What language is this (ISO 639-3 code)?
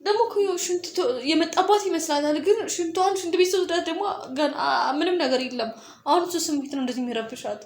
amh